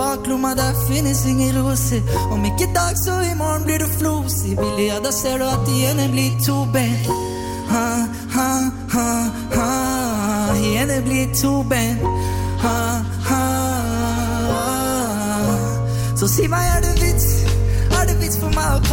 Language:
Norwegian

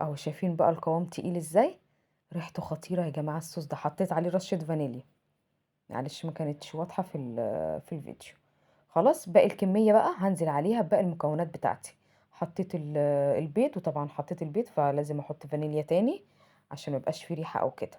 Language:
Egyptian Arabic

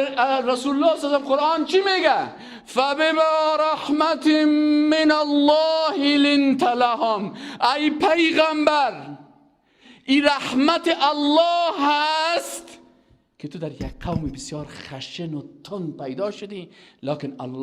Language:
Persian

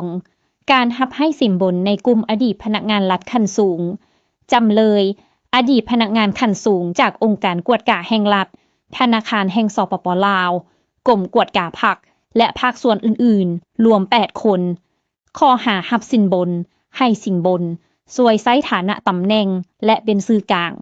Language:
Lao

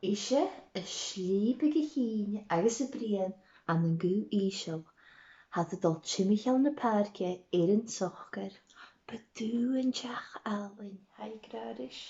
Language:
Scottish Gaelic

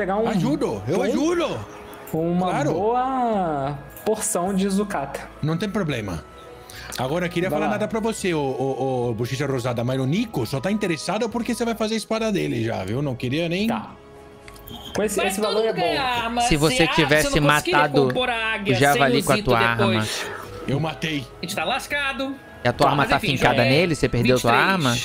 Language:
Portuguese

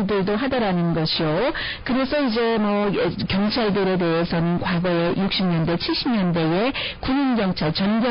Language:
Korean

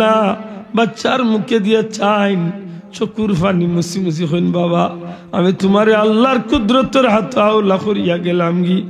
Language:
Sylheti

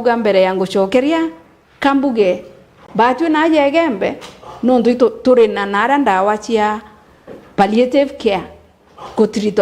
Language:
Meru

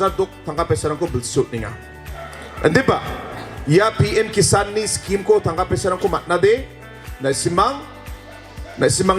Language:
Garo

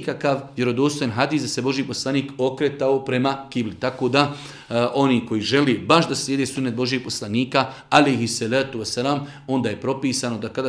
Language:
Bosnian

